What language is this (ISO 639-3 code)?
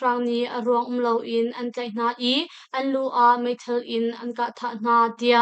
cnh